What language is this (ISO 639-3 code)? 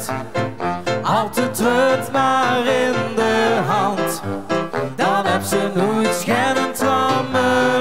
lim